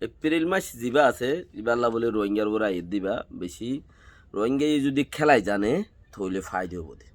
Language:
Rohingya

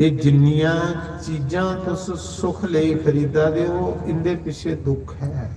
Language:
Dogri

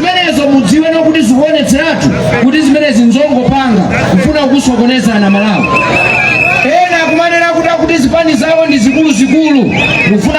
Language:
Nyanja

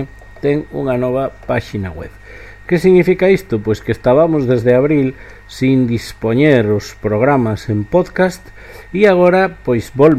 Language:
Galician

